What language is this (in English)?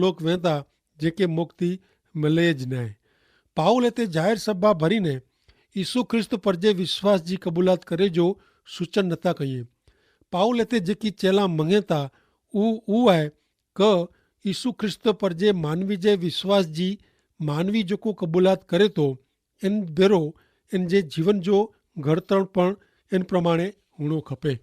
Kachhi